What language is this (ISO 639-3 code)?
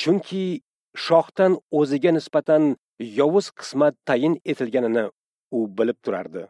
uzb